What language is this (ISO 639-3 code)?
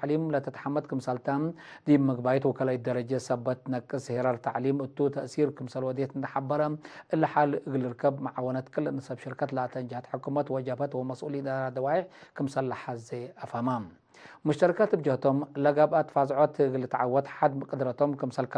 tig